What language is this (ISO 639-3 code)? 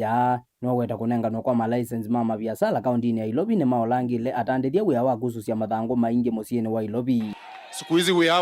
kam